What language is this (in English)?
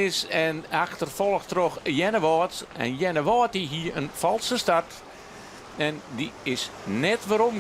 Western Frisian